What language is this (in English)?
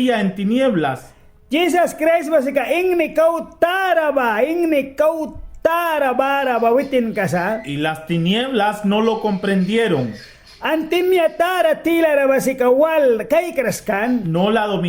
Mískito